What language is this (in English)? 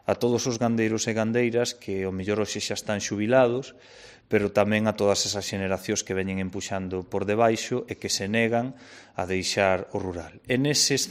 Galician